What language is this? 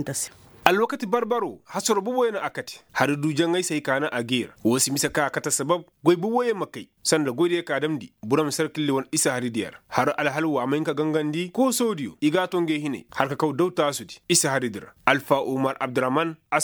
Koyraboro Senni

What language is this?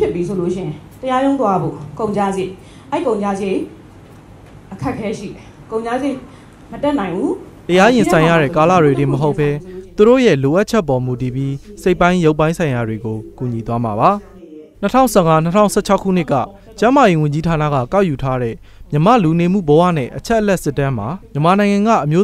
Burmese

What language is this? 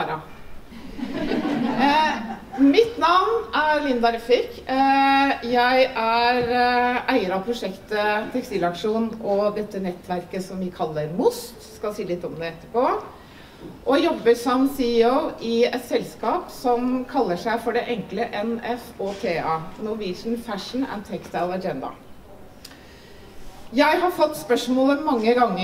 Norwegian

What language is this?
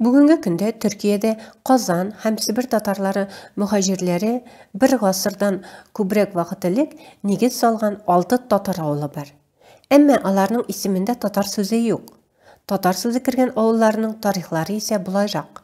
Tatar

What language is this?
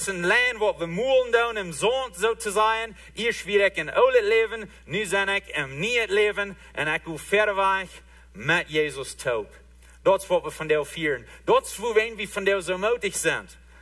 Plautdietsch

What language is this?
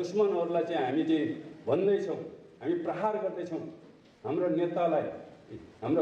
Nepali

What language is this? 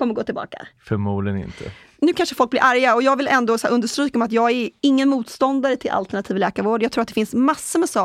Swedish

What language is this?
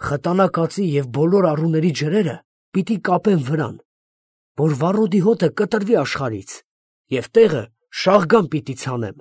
Armenian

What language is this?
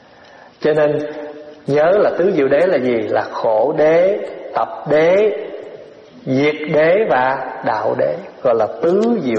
Vietnamese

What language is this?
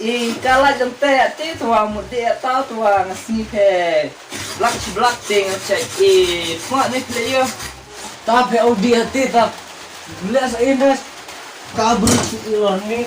Khasi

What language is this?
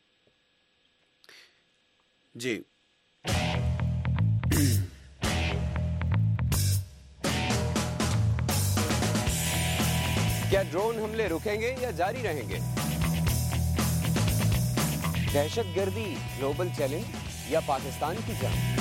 Urdu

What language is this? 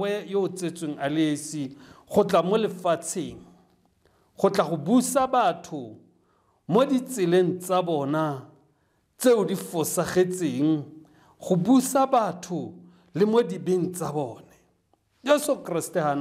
Tswana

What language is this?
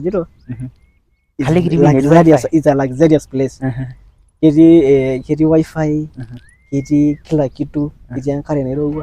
Masai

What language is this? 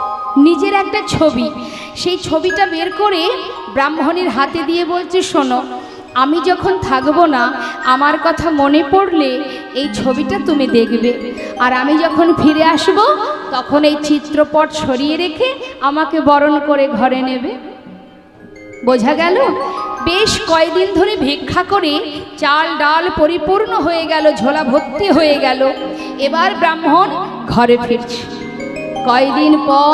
Bangla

